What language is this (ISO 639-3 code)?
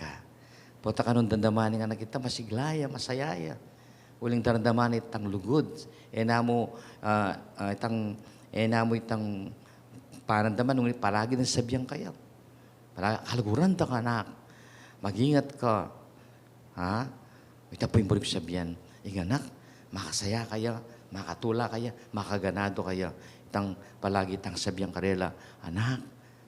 pam